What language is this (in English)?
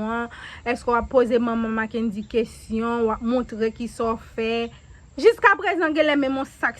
Haitian Creole